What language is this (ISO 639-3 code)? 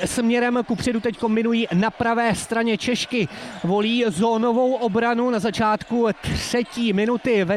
ces